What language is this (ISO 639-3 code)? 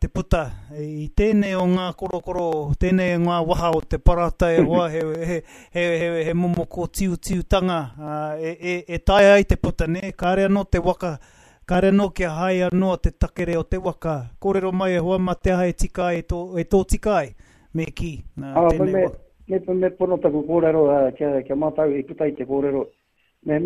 mri